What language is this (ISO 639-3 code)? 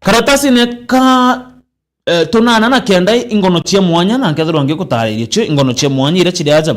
mer